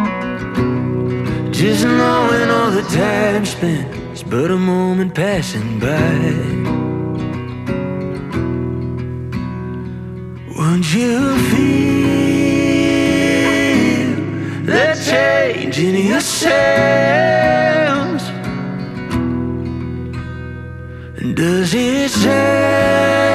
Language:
English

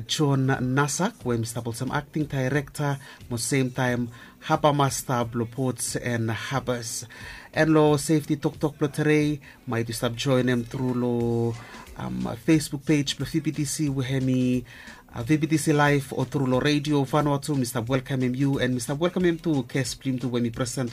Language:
Bislama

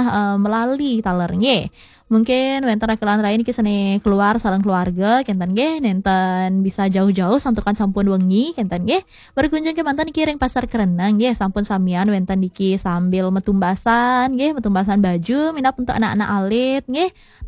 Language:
Balinese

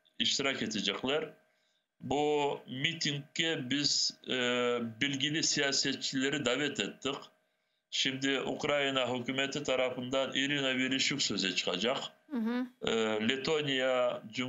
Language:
Crimean Tatar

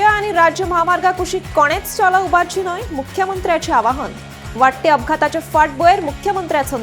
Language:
Konkani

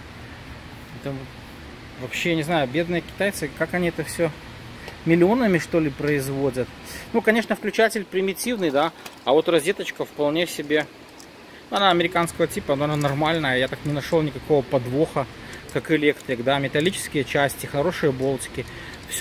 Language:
Russian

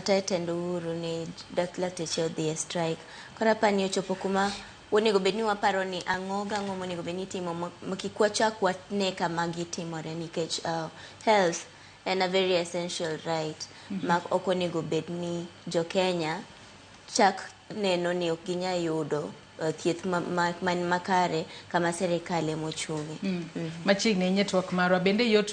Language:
Luo (Kenya and Tanzania)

